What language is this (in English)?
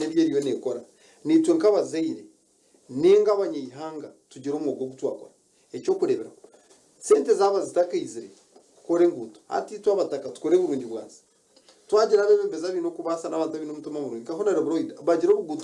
Nyankole